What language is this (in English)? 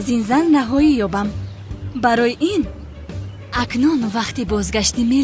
Tajik